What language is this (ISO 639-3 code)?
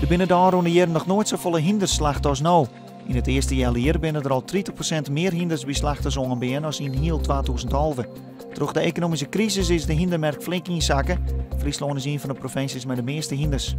fry